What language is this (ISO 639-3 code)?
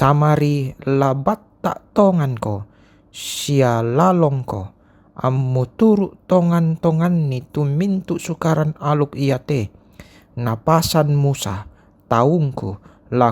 sda